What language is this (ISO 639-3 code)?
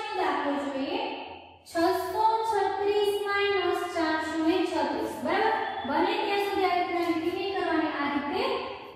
guj